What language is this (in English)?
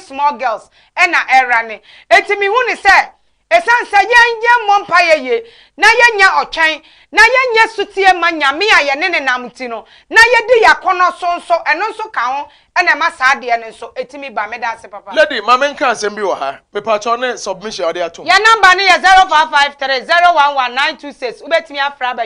Akan